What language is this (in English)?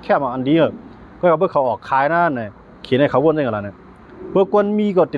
Shan